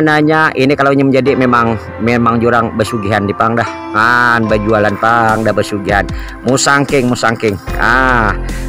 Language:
Banjar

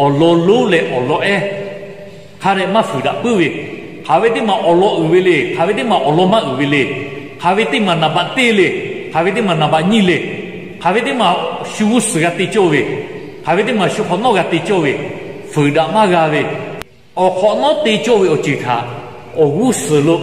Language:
Lahu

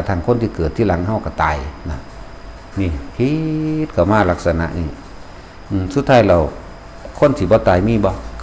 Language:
Lao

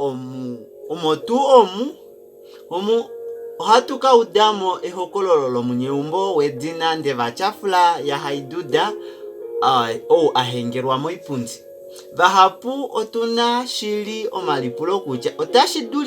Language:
Kuanyama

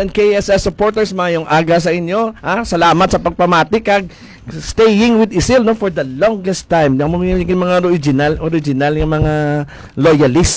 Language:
Hiligaynon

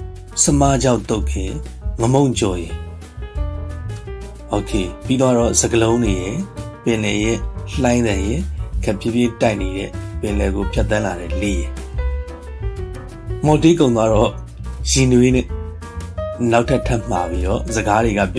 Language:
Burmese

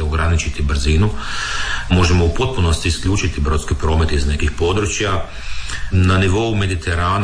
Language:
Croatian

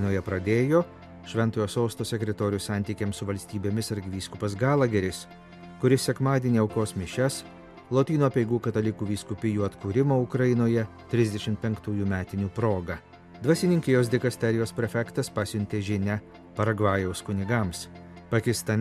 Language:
Lithuanian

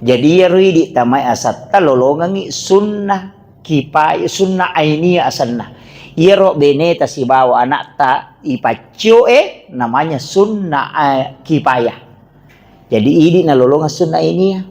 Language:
Buginese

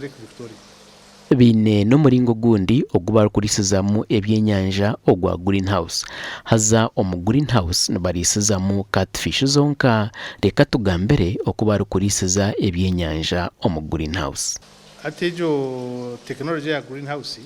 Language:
Nyankole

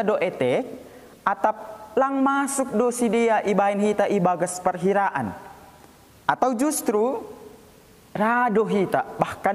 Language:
Batak Simalungun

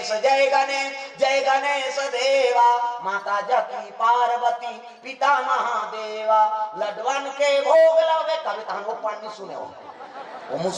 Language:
Chhattisgarhi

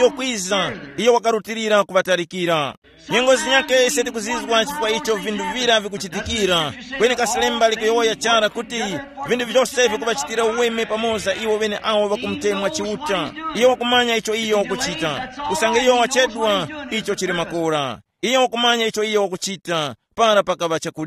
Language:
Tumbuka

